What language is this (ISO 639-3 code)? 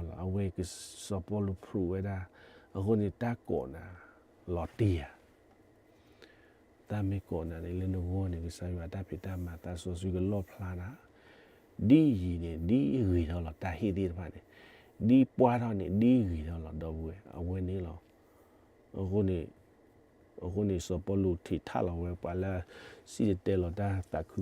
ksw